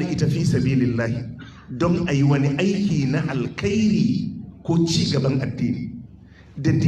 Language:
Hausa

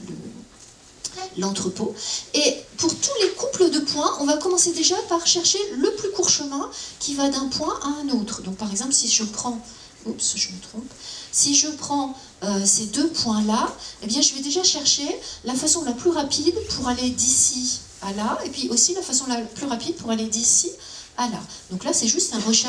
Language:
French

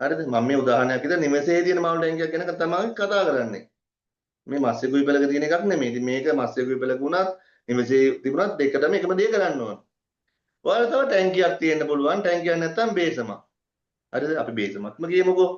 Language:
Sinhala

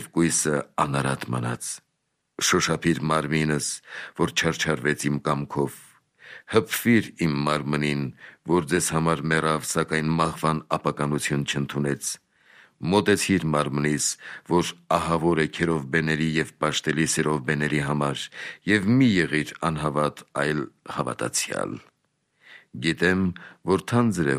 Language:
Armenian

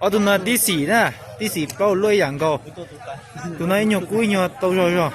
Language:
Hmong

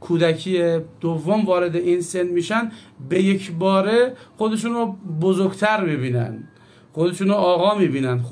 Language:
Persian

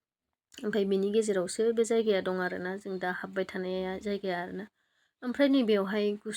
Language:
Bodo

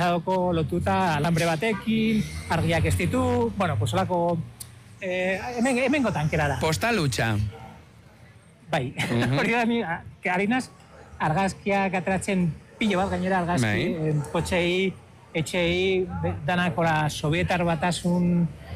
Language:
Basque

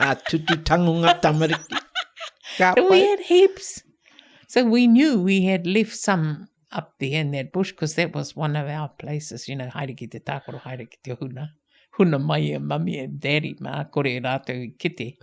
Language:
Māori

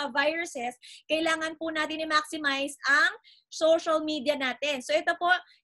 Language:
Filipino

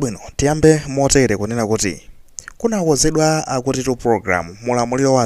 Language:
Nyanja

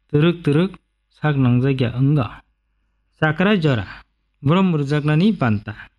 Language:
Kok Borok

